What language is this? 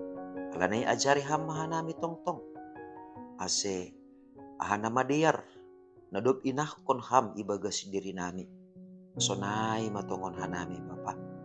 Batak Simalungun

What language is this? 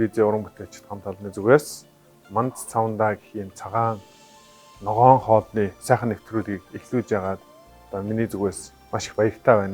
Mongolian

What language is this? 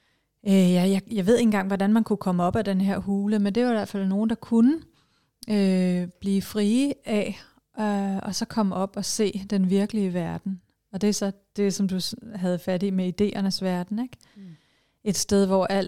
Danish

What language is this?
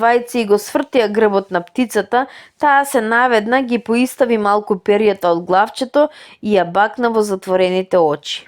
Macedonian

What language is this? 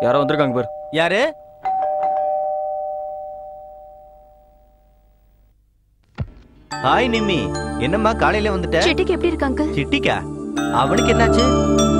Tamil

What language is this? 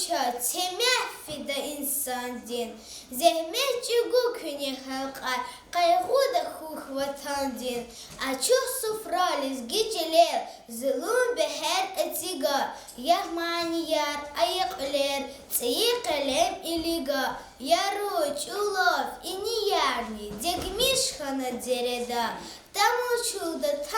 Lezghian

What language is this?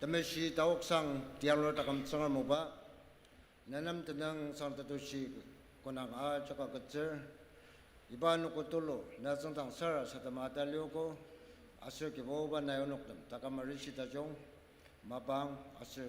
Ao Naga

